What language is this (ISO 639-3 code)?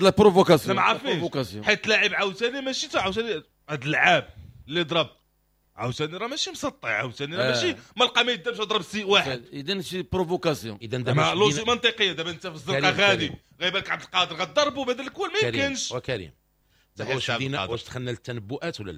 ary